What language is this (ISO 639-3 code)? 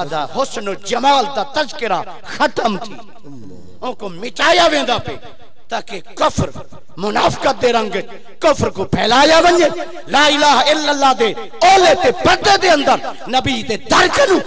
skr